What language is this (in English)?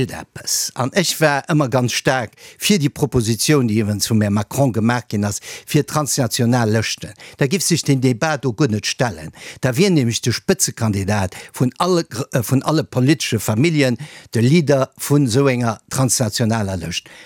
Luxembourgish